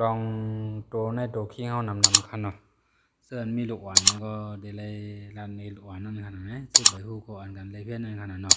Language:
Shan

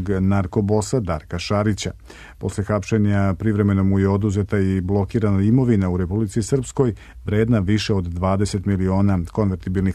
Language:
Serbian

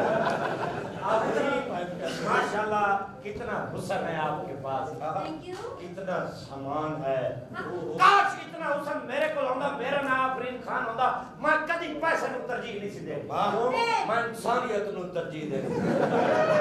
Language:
Punjabi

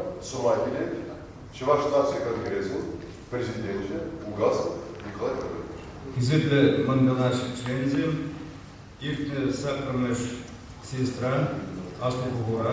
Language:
Chuvash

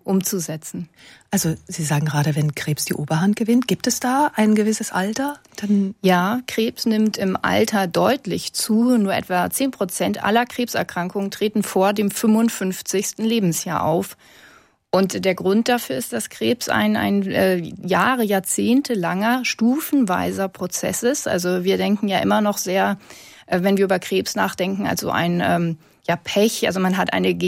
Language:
German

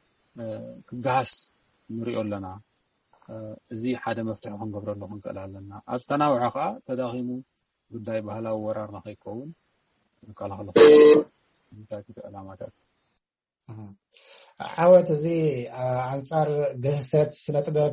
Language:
Tigrinya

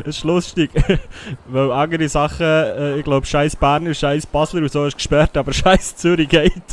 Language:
Swiss German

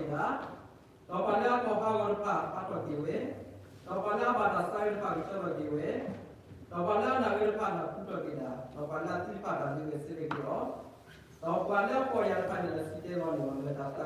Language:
S'gaw Karen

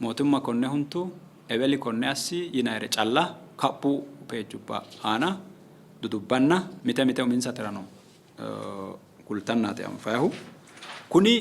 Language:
Sidamo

